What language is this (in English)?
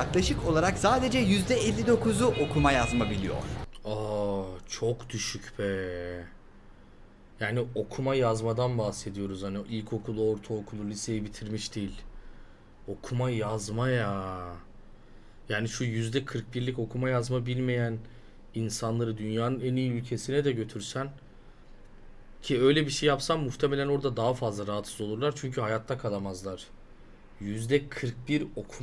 Turkish